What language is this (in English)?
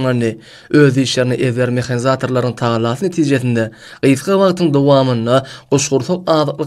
Turkmen